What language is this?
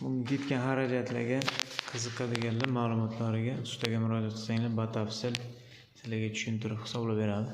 Uzbek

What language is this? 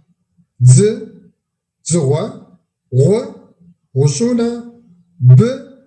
Kabardian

